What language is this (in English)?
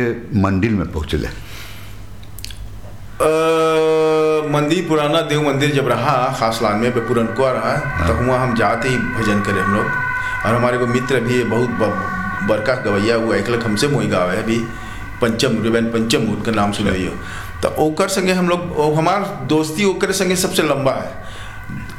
Bhojpuri